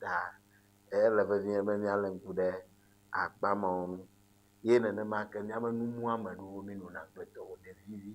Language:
Ewe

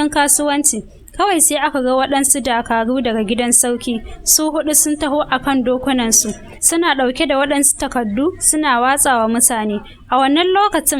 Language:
Hausa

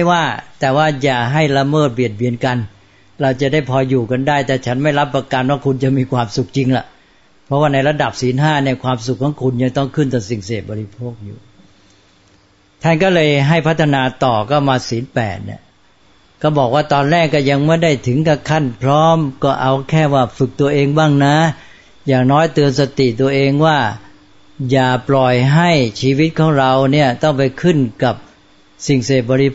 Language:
Thai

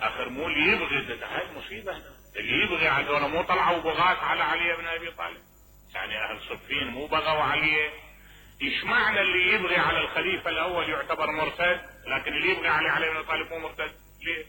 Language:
Mesopotamian Arabic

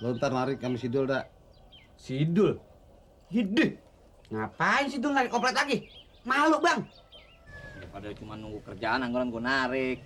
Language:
Betawi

